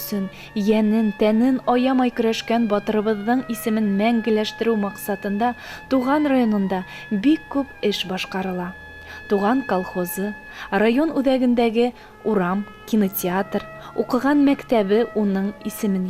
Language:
Tatar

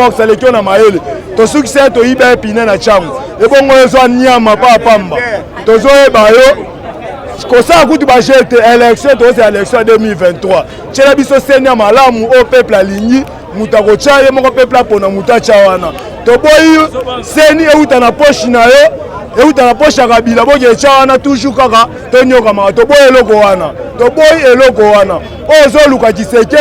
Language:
Lingala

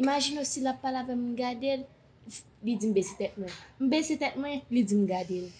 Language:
Haitian Creole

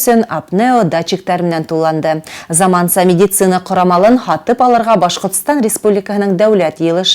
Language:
Bashkir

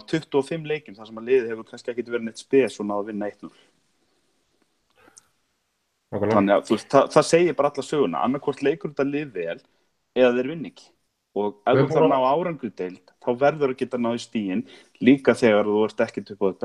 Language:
Icelandic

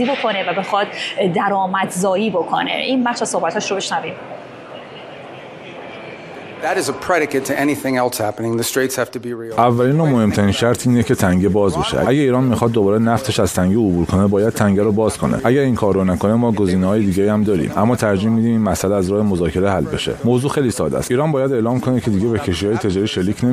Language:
Persian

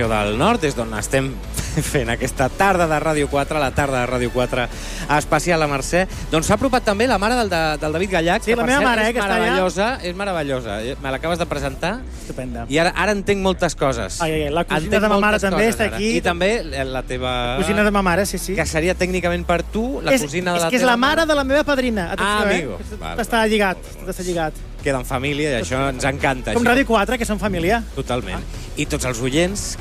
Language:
Catalan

